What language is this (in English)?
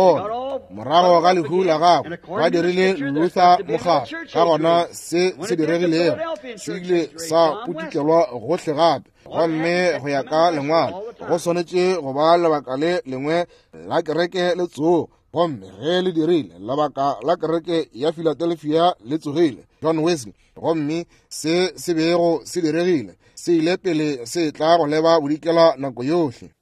Northern Sotho